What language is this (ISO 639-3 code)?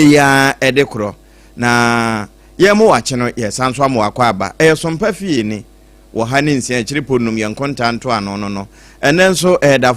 aka